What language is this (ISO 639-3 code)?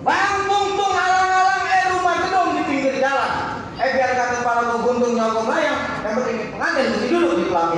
bew